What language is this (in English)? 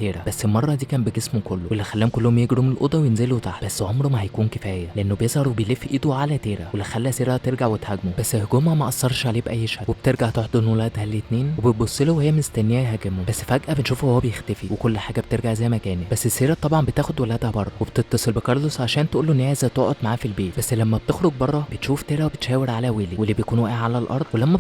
Egyptian Arabic